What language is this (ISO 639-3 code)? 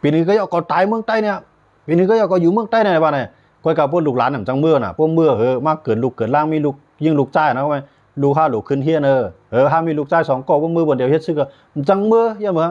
shn